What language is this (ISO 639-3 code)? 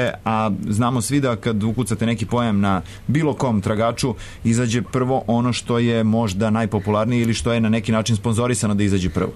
srp